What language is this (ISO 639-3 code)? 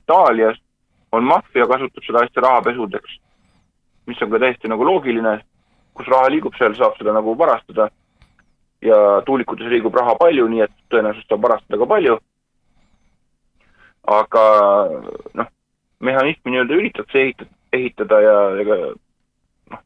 est